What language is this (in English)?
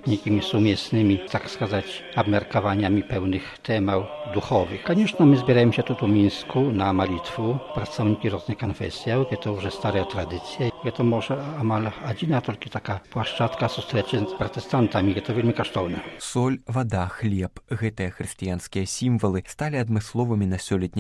Belarusian